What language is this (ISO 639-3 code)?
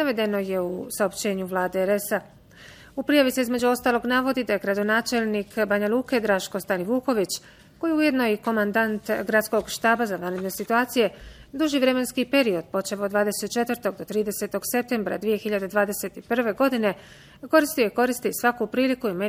bos